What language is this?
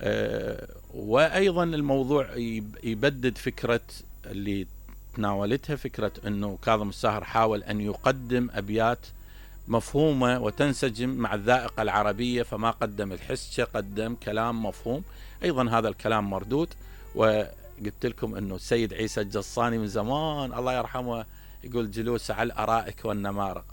Mesopotamian Arabic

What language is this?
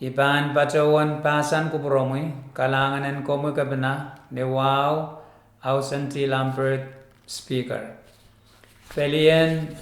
Pohnpeian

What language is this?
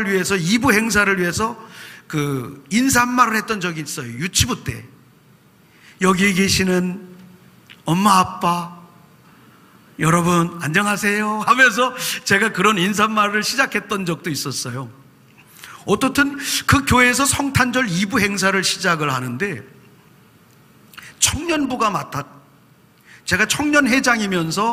Korean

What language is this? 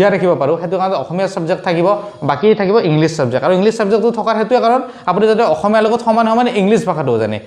Assamese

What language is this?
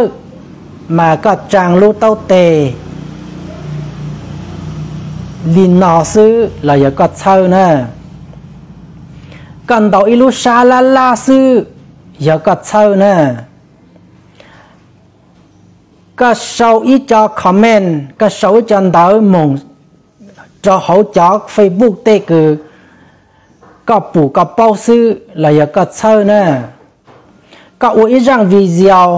Vietnamese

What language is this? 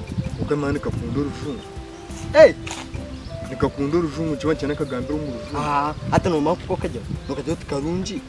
Nyankole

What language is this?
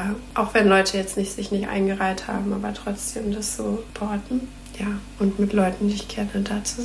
German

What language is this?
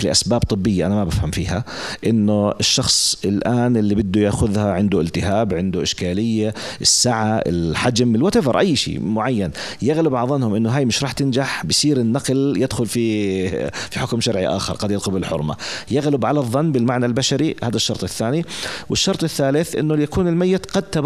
North Levantine Arabic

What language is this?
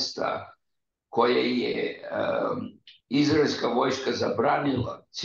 Serbian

